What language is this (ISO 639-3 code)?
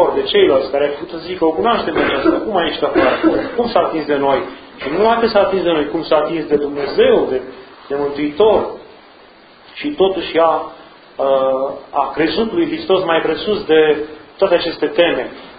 ron